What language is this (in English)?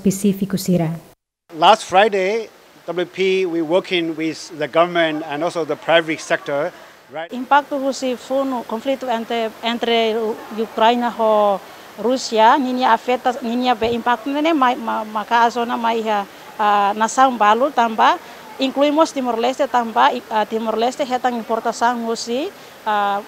Tetum